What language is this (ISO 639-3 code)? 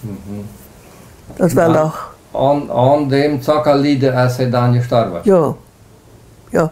pdt